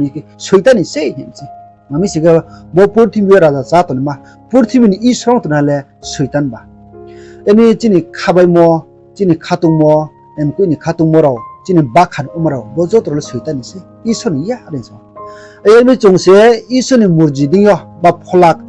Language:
Riang (India)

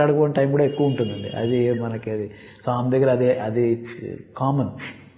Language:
Telugu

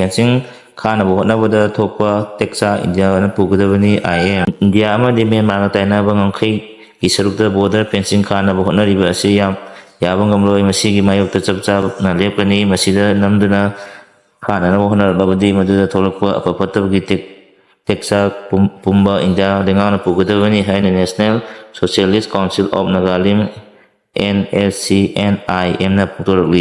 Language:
Manipuri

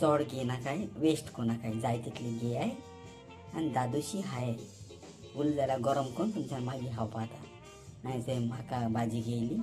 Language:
Konkani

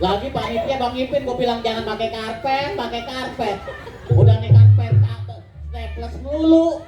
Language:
Betawi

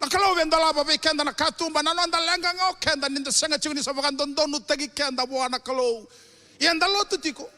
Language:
Fijian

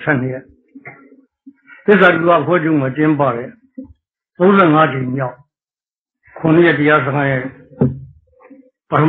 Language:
Burmese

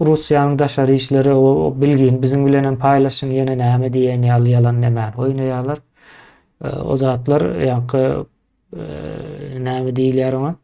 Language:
Turkmen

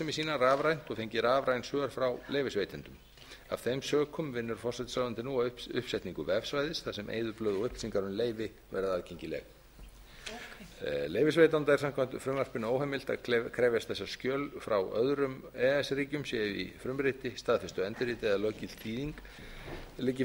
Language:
Icelandic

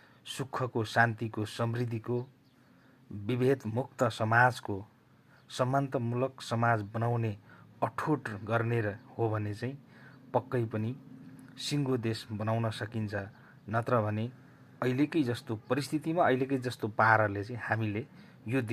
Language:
Nepali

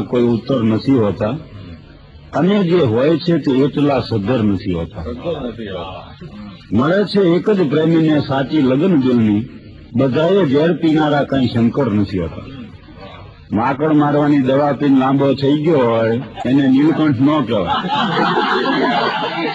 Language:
Gujarati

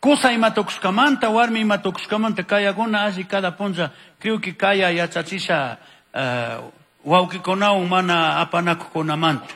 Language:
Chimborazo Highland Quichua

